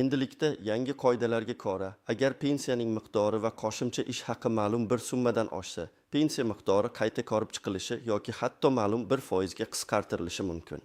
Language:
Uzbek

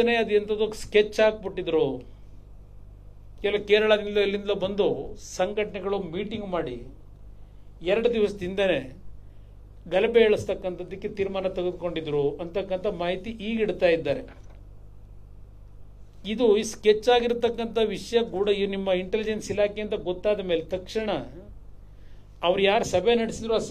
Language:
Kannada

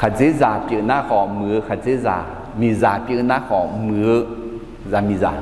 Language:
Akha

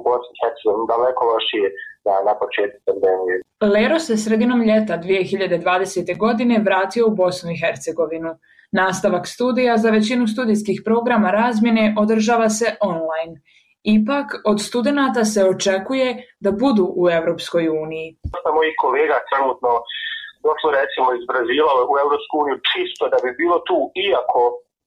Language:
Bosnian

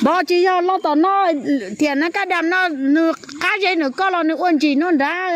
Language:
Hmong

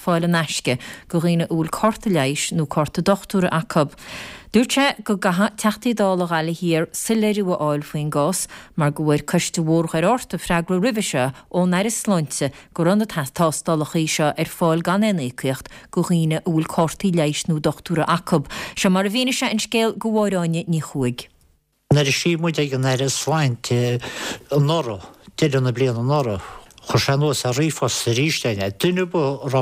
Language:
Irish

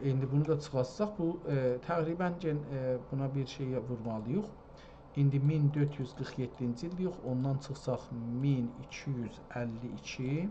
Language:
South Azerbaijani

